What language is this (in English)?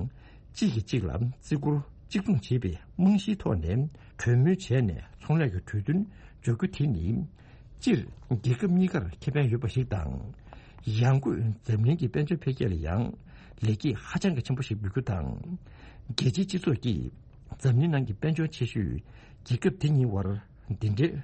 Tibetan